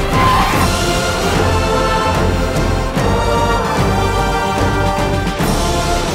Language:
Malayalam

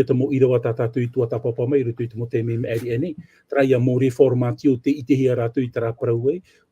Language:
Tahitian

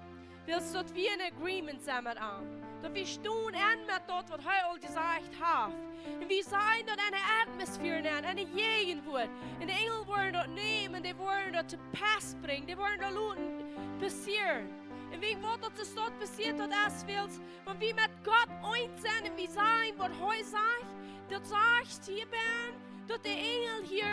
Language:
Plautdietsch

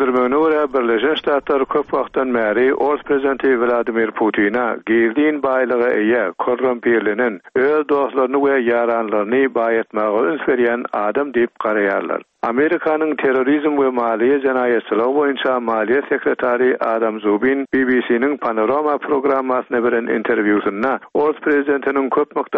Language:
Turkmen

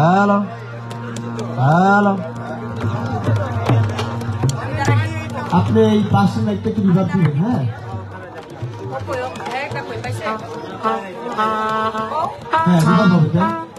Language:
Bangla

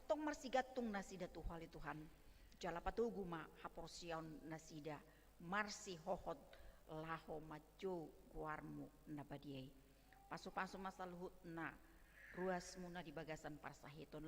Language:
Batak Toba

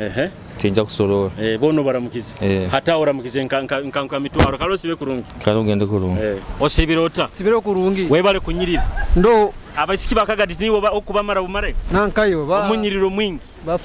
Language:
Nyoro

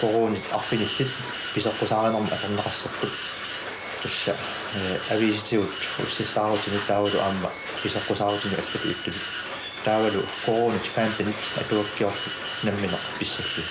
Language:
Kalaallisut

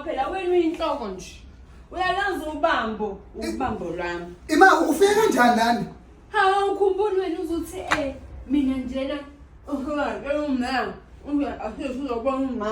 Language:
Zulu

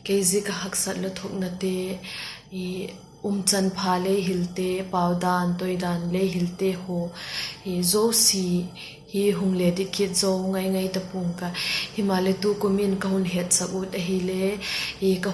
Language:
Vaiphei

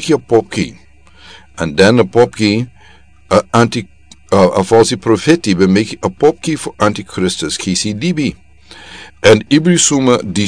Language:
Sranan Tongo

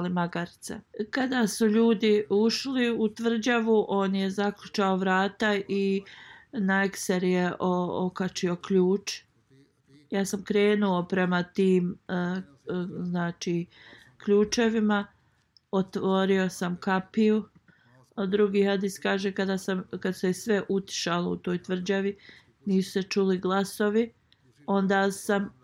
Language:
Bosnian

